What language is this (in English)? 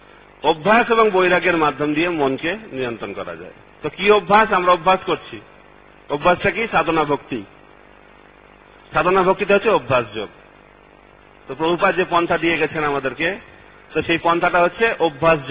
Bangla